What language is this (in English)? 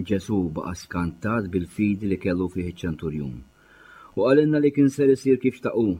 Maltese